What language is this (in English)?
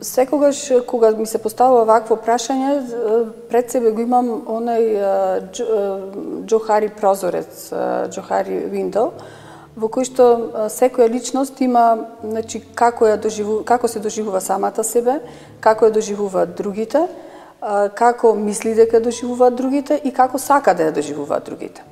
Macedonian